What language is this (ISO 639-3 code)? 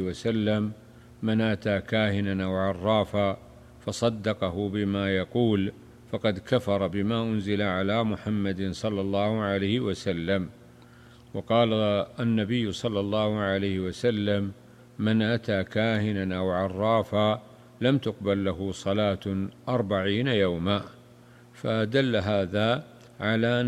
ara